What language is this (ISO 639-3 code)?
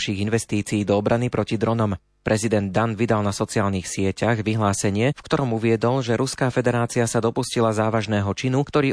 slk